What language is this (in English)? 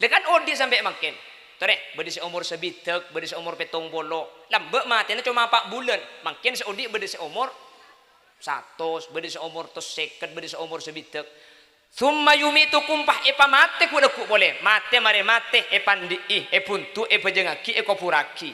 Madurese